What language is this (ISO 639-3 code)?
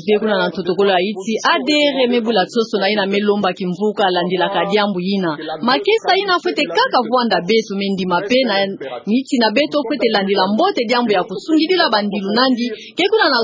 ktu